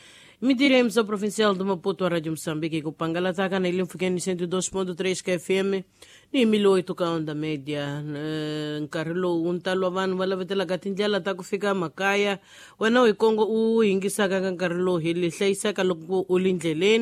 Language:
Tsonga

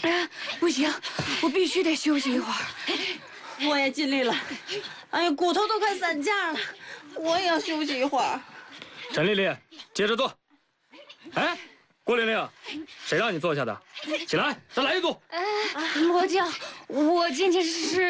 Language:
Chinese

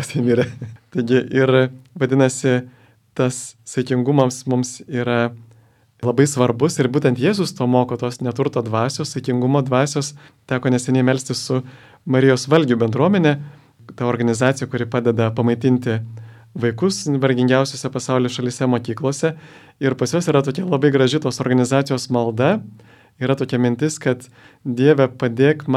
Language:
Lithuanian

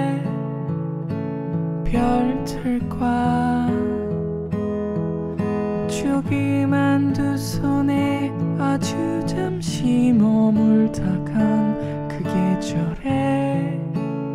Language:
Korean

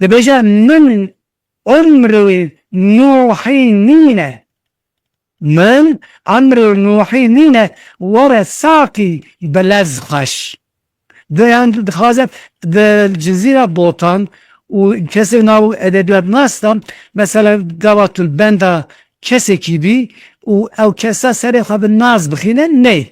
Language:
Kurdish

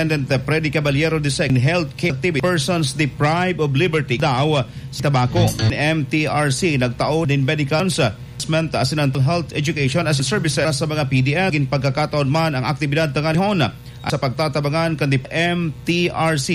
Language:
Bikol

